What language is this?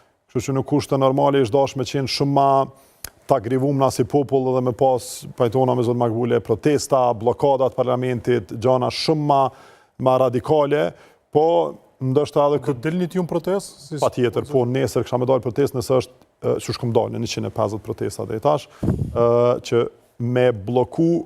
Albanian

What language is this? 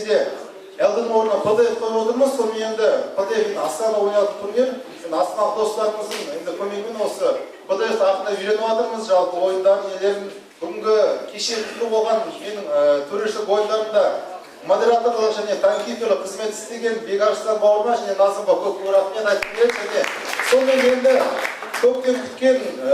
Kazakh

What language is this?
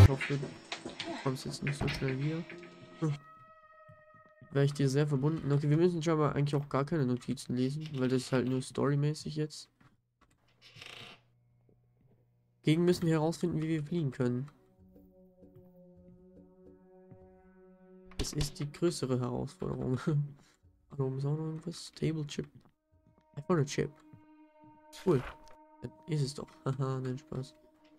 German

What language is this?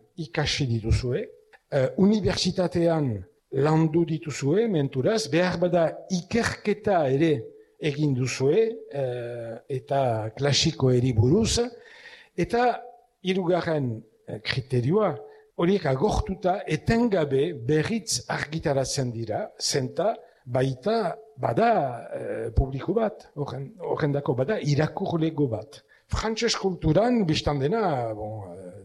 Basque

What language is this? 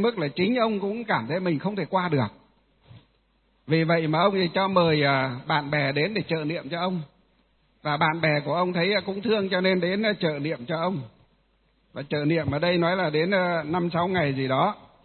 Vietnamese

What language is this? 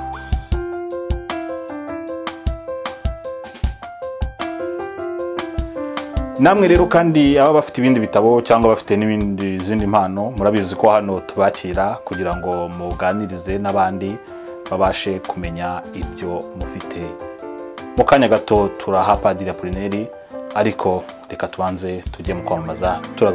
Kinyarwanda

